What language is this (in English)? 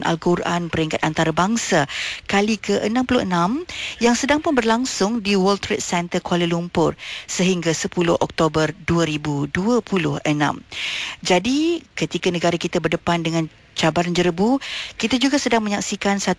Malay